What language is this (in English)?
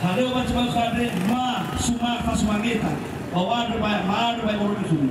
Nias